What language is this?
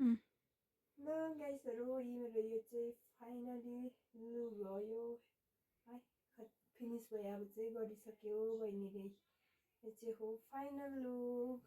Nepali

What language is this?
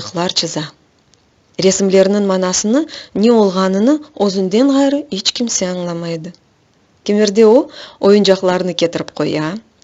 Crimean Tatar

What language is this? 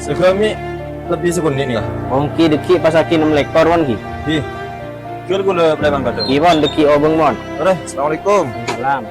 Madurese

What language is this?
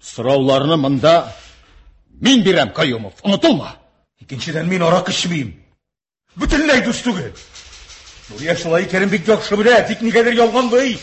Tatar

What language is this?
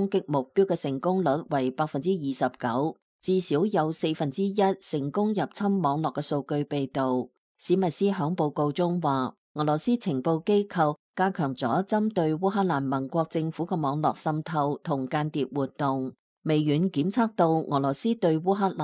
Cantonese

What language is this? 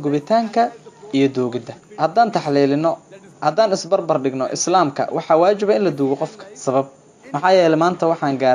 Somali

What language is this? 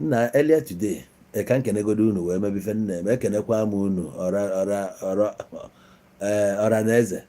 Igbo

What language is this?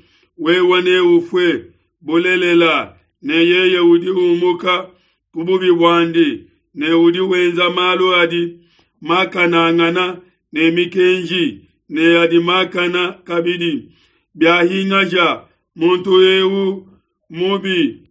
Luba-Lulua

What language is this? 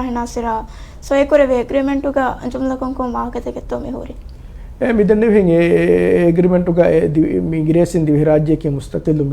Divehi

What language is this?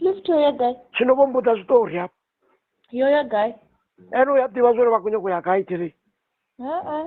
Venda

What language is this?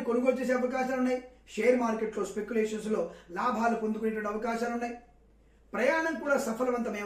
Telugu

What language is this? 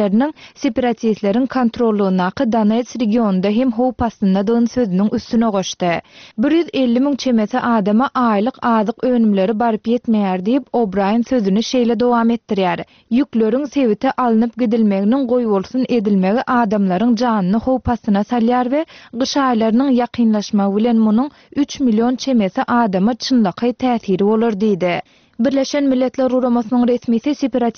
Turkmen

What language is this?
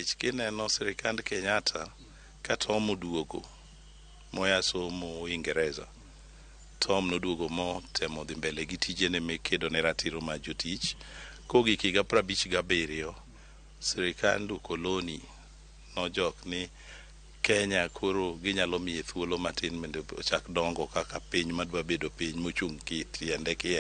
Luo (Kenya and Tanzania)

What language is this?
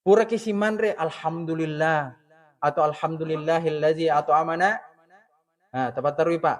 Buginese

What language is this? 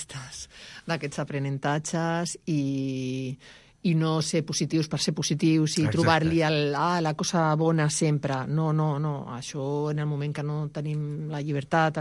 Catalan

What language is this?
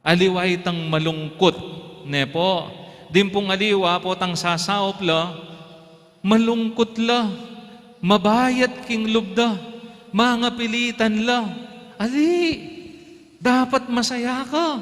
Pampanga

